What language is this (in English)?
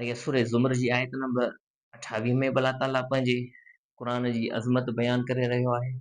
Sindhi